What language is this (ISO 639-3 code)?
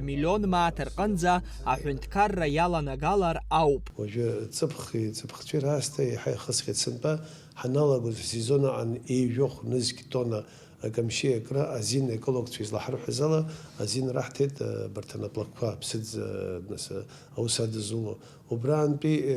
abk